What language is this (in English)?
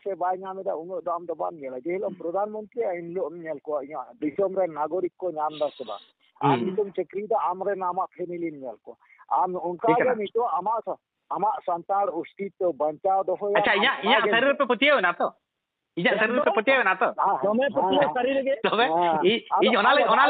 Santali